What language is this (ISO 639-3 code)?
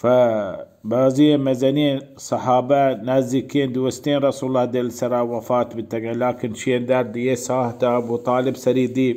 bal